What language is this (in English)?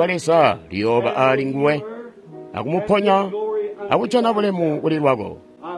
Tonga (Zambia)